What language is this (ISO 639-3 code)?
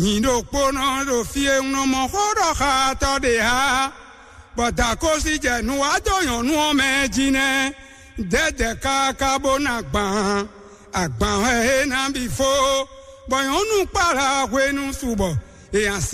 fon